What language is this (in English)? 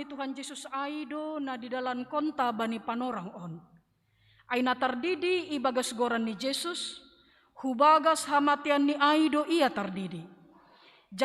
Batak Simalungun